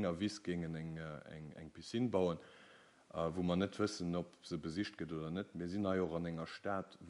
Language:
Luxembourgish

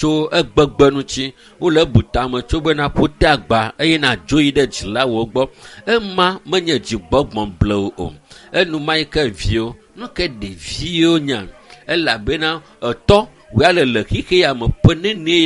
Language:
Ewe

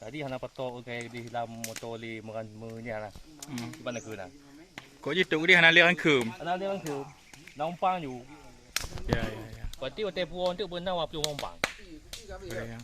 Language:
Achinese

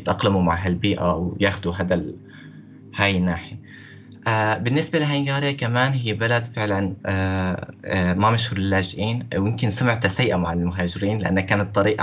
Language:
North Levantine Arabic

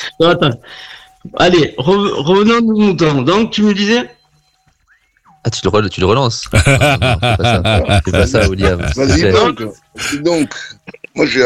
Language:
French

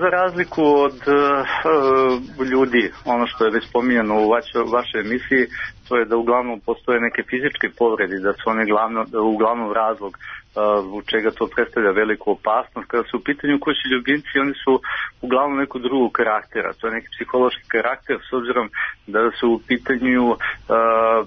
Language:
Serbian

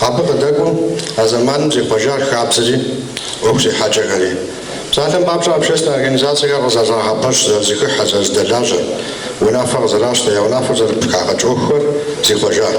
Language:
Kabardian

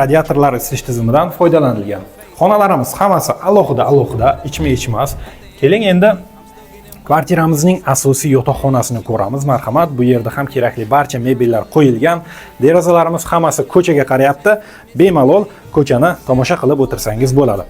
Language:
Uzbek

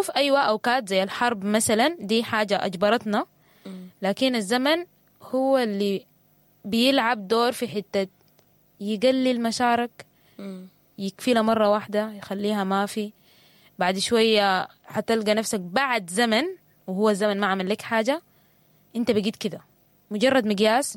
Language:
Sudanese Arabic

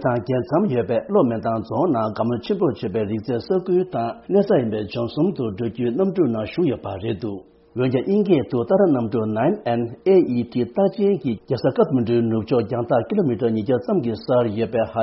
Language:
Tibetan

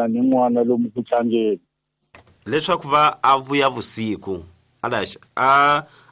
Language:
Tsonga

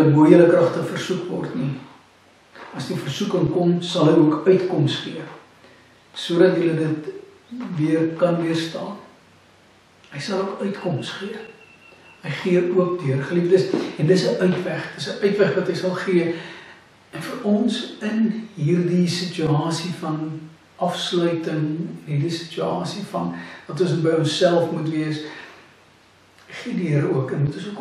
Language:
Afrikaans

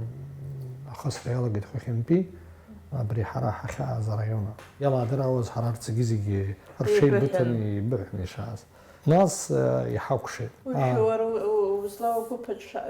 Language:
Abkhazian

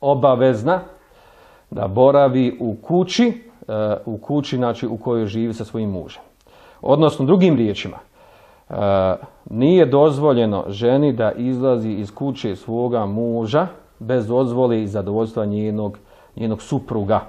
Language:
Bosnian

